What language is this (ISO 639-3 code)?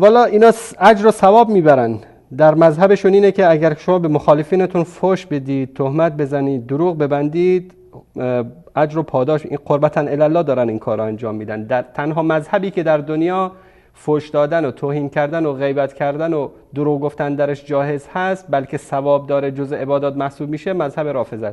fas